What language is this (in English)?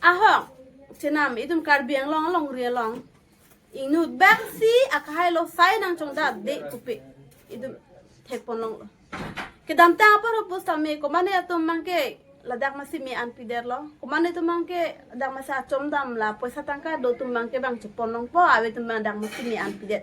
Karbi